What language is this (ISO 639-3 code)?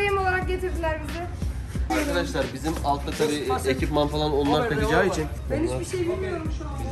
tur